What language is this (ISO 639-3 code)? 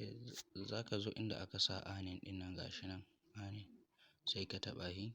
hau